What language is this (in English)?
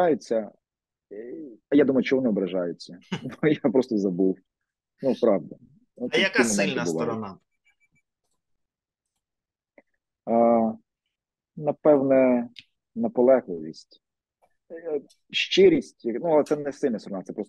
Ukrainian